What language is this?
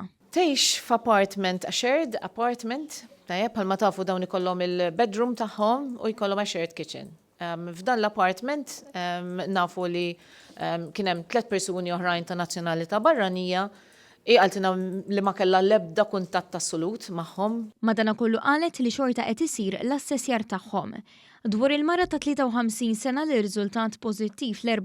Maltese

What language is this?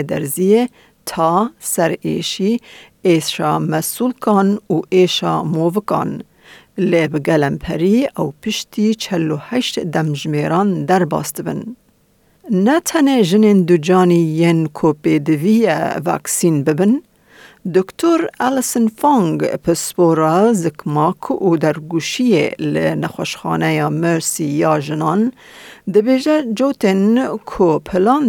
Kurdish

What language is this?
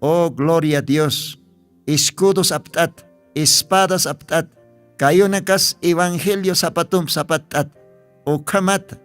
Aymara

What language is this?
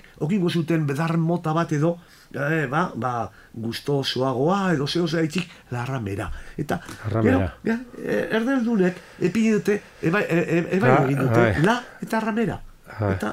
Basque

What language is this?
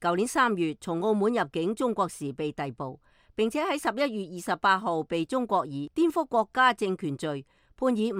Cantonese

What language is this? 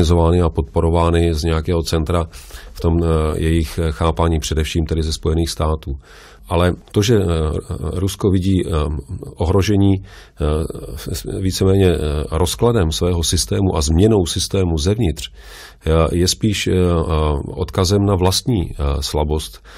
Czech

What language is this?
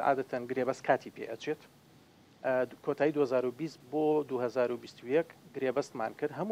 Central Kurdish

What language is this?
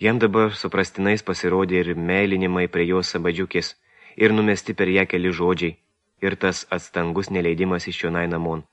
Lithuanian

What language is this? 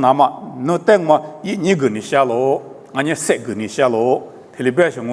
Lisu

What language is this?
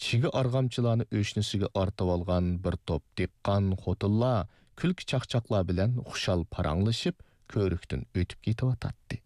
Uyghur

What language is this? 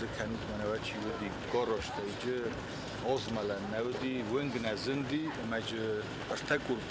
Ossetic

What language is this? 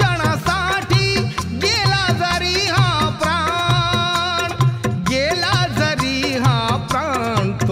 Marathi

